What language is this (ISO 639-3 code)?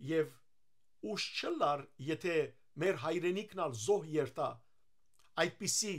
hyw